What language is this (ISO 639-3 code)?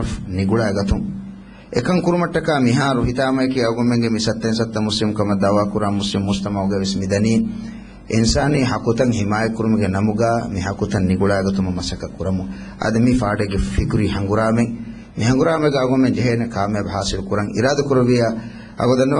div